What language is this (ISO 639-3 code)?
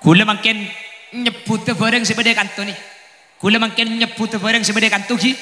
mad